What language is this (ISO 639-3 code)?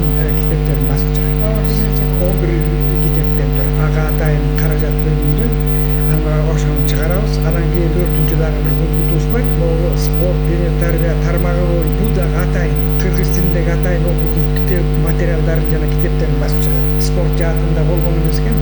kir